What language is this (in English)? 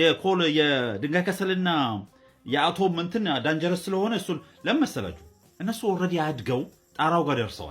Amharic